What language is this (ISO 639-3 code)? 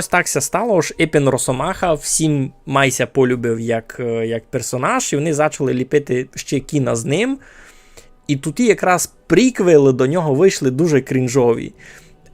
rue